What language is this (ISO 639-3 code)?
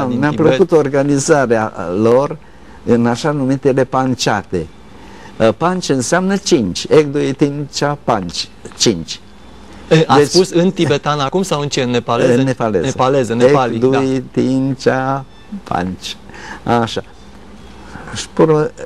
ron